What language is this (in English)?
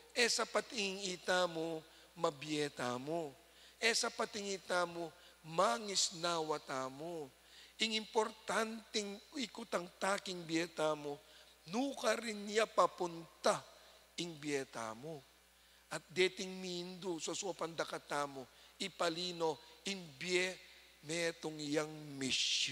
Pampanga